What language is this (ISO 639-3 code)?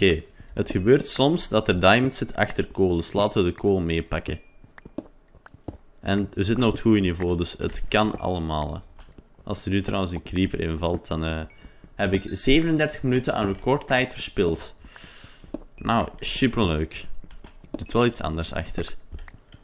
nld